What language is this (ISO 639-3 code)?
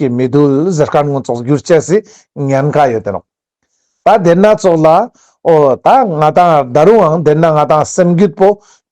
lbj